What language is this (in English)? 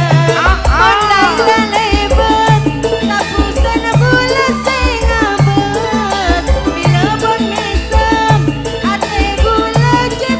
Madurese